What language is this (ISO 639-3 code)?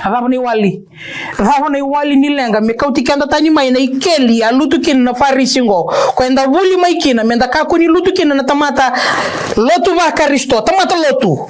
fij